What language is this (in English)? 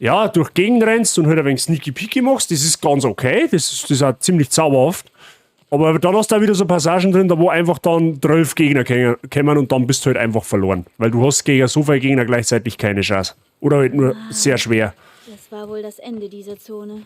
Bavarian